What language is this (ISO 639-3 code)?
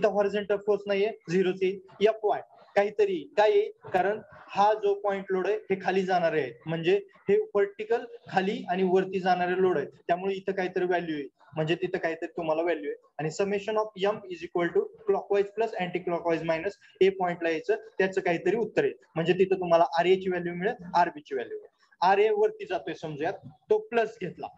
mar